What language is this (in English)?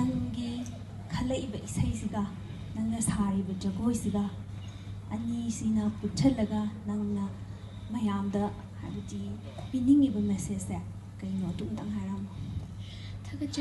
Manipuri